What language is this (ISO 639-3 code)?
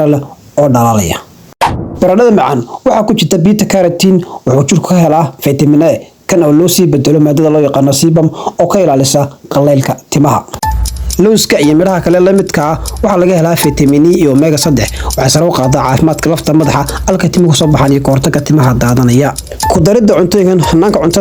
som